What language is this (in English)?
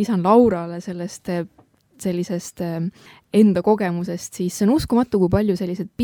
Estonian